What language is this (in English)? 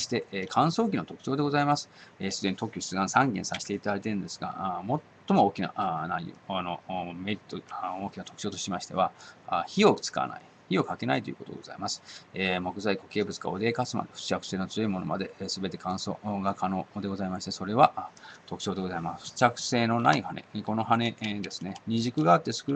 Japanese